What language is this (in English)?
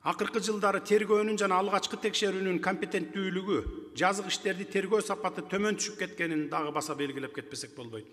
Kyrgyz